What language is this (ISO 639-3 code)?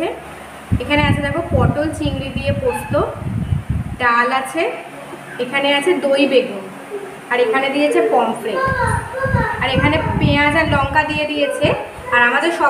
ben